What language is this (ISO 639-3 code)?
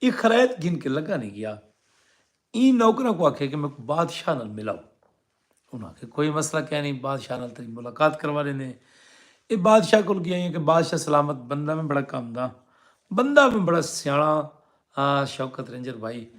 skr